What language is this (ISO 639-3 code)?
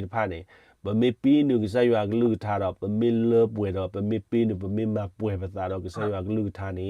ksw